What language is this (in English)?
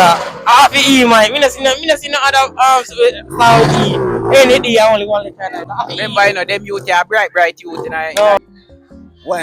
Jamaican Creole English